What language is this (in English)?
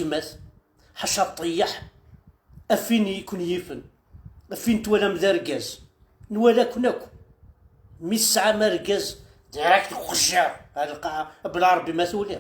Kabyle